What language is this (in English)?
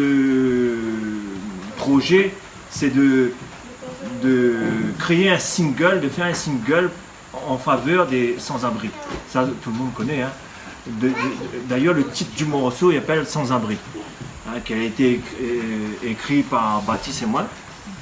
Réunion Creole French